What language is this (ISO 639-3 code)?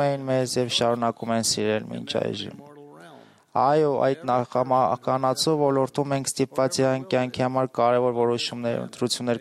hye